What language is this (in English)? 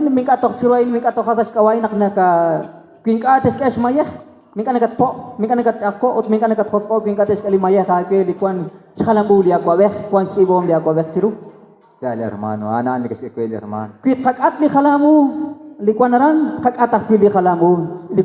Kekchí